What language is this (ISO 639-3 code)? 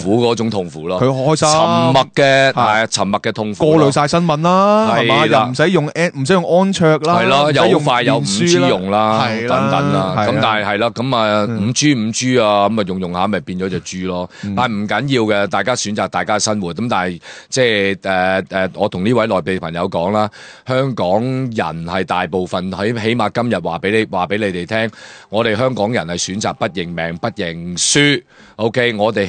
yue